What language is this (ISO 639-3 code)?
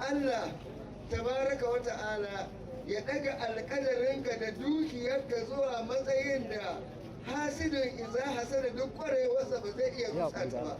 hau